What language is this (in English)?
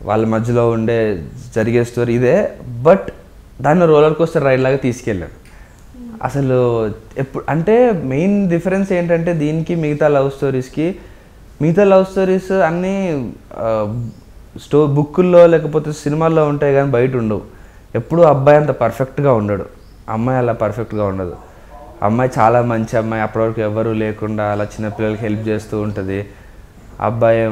Telugu